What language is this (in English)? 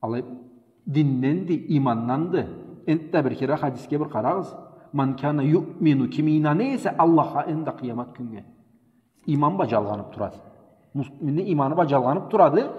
Karachay-Balkar